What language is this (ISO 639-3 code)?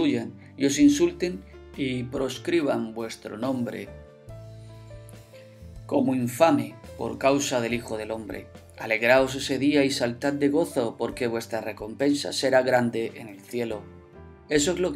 spa